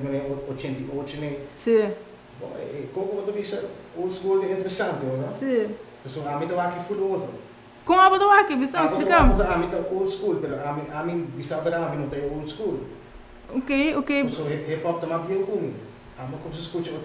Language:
Papiamento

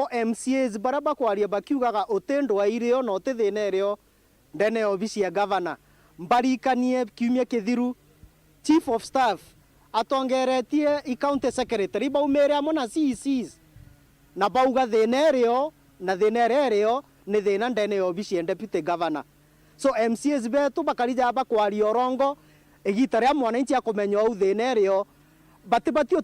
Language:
Meru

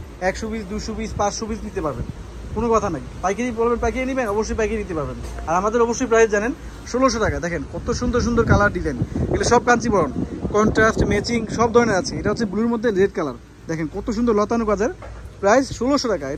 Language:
Bangla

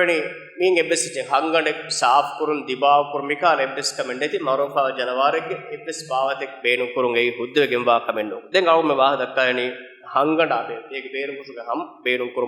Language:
Divehi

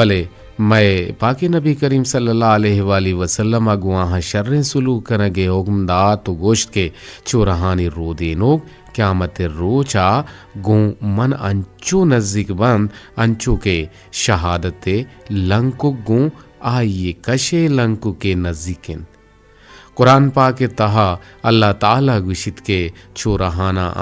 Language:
Eastern Balochi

